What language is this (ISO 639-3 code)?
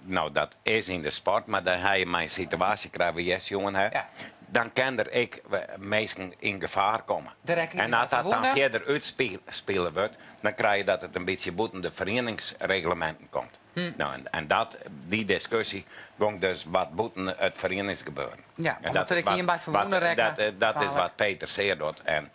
fry